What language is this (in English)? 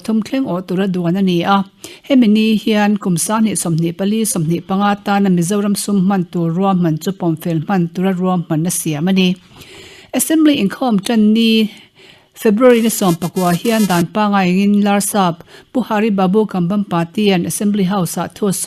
Mizo